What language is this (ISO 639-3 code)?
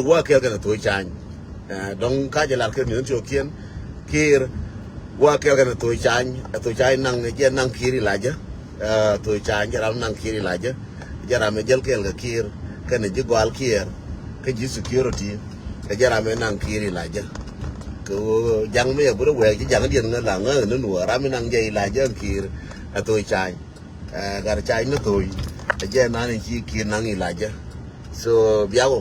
nus